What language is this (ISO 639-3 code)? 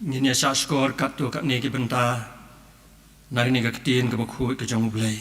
kha